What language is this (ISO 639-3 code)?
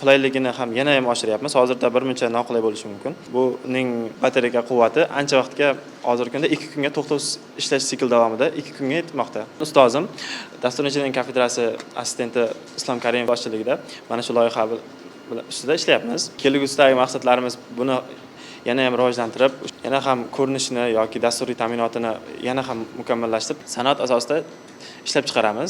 uzb